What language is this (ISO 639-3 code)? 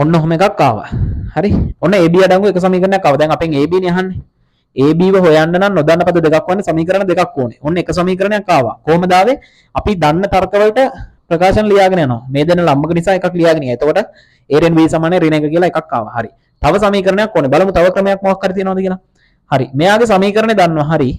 sin